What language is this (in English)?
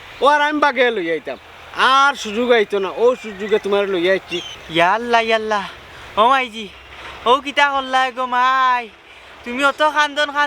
Sylheti